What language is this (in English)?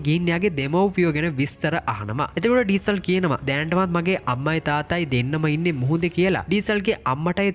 Sinhala